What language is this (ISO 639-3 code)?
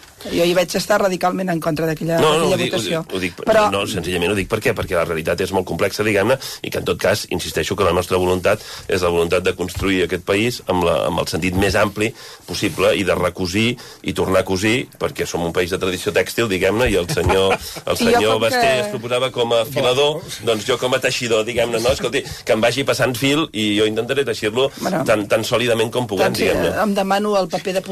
cat